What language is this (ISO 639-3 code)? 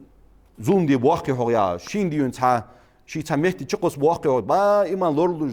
inh